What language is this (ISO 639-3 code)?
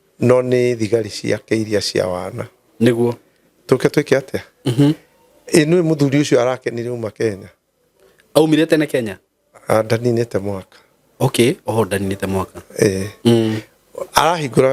kik